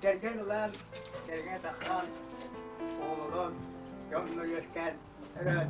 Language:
Yakut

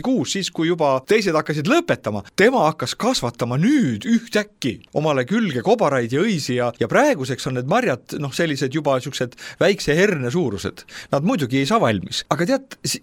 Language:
Estonian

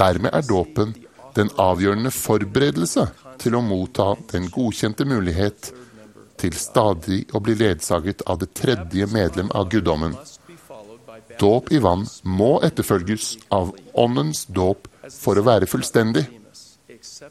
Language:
Norwegian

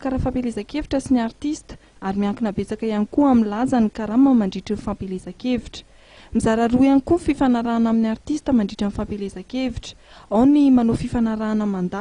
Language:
Malagasy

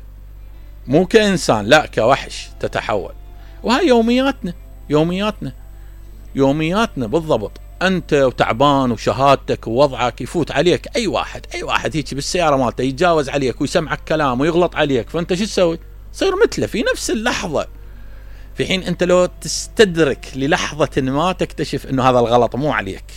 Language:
Mesopotamian Arabic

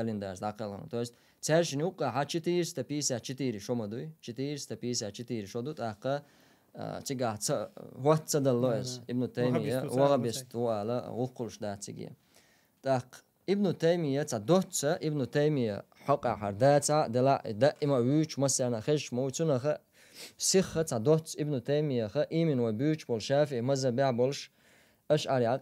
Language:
Chechen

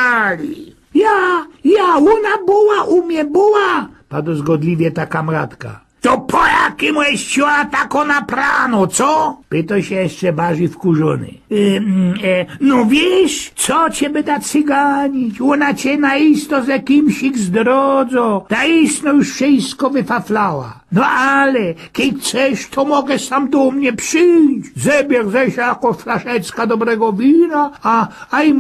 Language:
Silesian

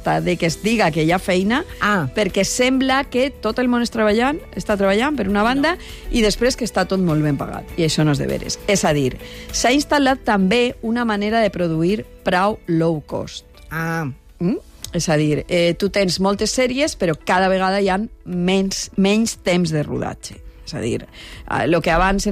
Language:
Catalan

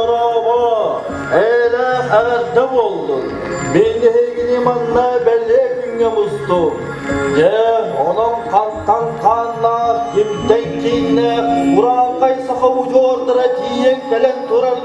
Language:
Yakut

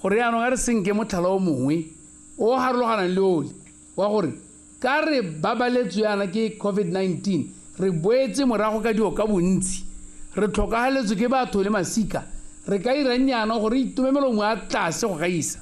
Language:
Tswana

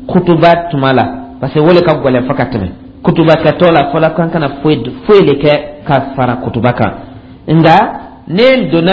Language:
Dyula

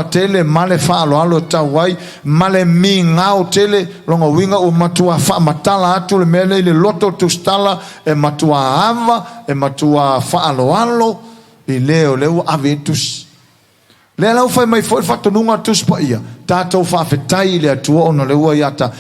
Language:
Samoan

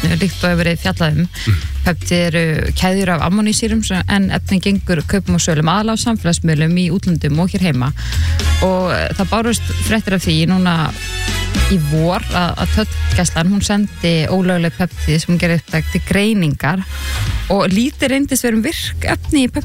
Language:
Icelandic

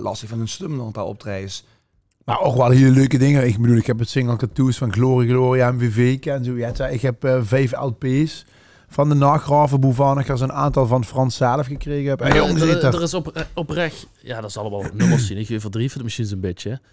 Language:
Limburgish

